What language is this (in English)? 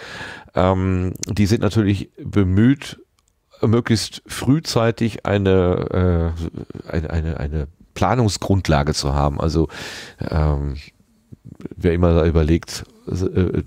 German